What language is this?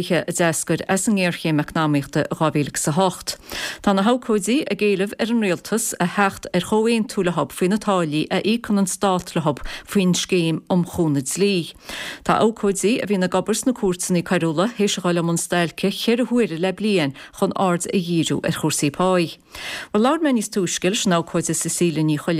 Irish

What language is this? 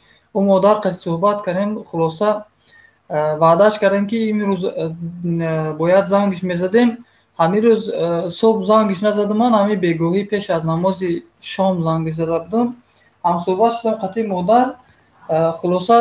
Tajik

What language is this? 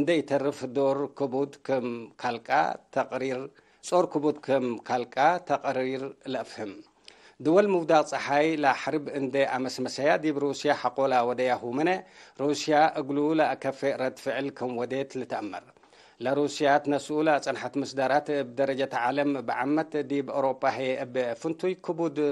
Tigre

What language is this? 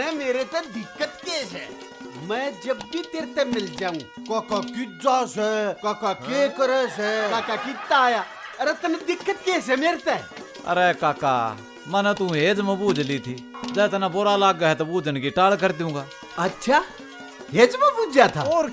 Haryanvi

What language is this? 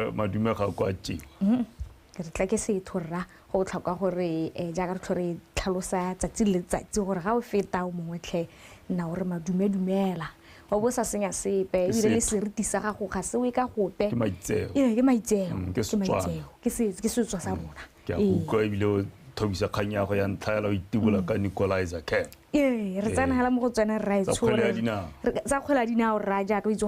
Tswana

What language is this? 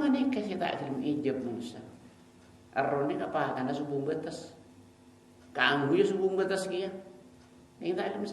Madurese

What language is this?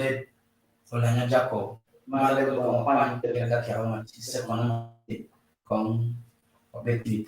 Acoli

